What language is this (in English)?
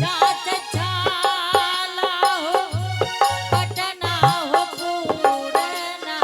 Angika